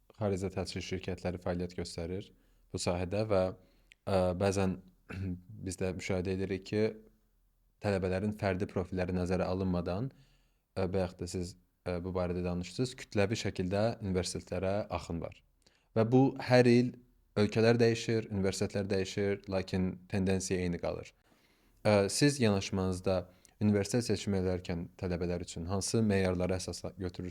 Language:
Azerbaijani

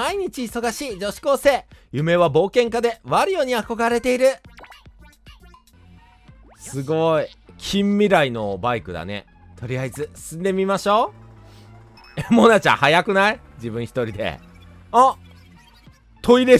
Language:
Japanese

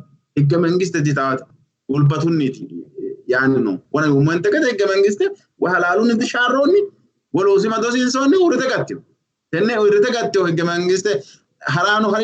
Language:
Sidamo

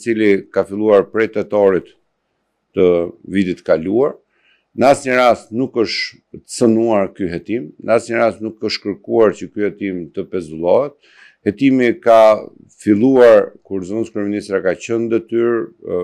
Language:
Albanian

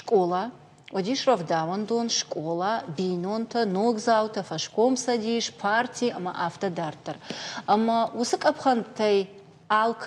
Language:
Ossetic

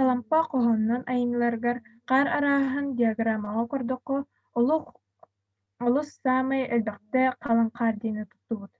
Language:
Yakut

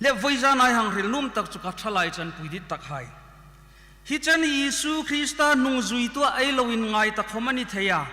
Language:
Hmar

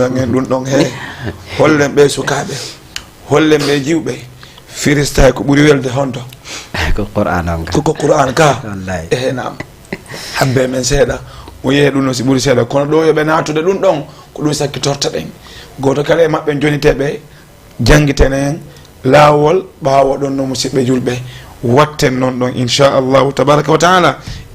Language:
Fula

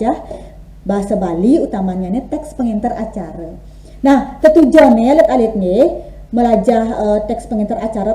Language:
Balinese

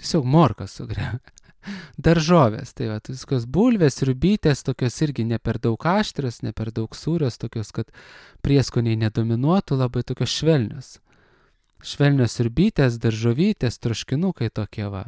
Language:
Lithuanian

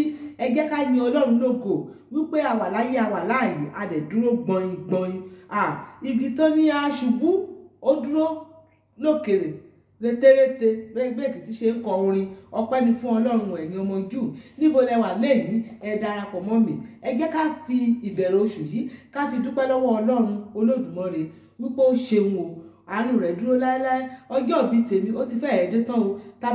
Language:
Yoruba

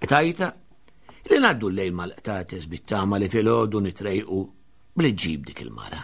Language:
Maltese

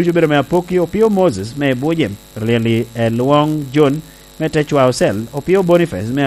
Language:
Lango (Uganda)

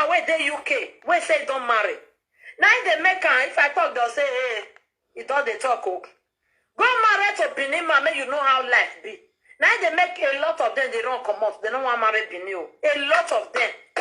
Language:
Nigerian Pidgin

